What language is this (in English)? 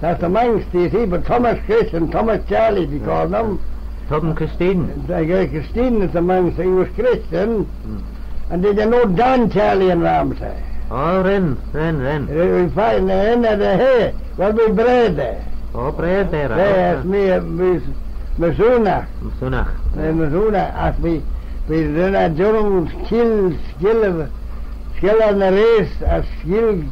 Manx